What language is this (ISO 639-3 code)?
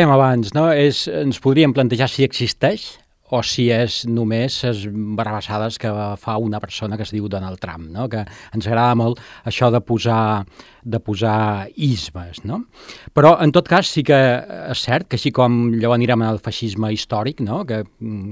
cat